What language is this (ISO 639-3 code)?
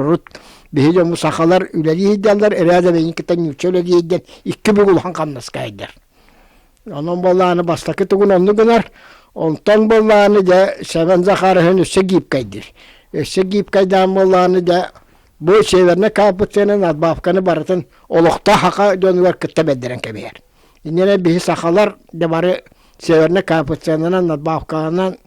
sah